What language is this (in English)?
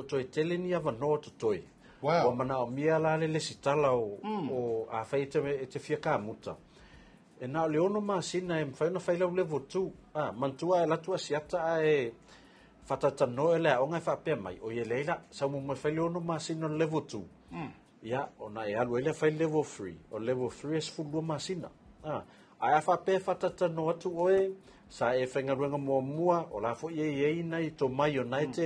Samoan